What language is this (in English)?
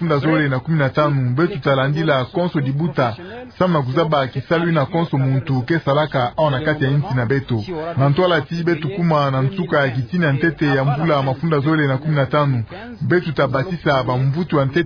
Kituba (Democratic Republic of Congo)